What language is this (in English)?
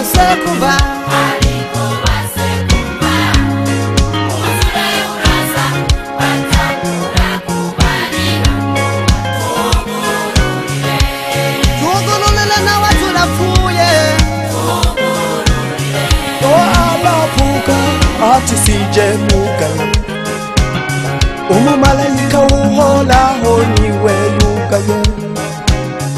Kinyarwanda